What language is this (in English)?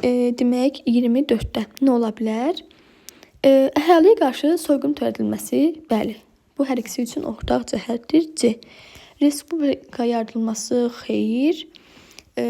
Azerbaijani